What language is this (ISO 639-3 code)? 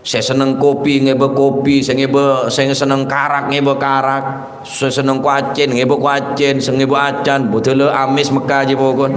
mad